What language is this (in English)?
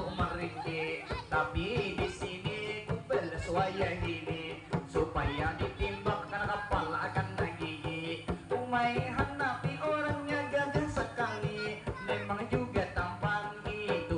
Banjar